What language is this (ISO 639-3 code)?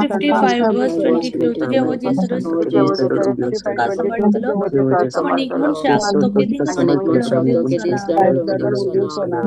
kok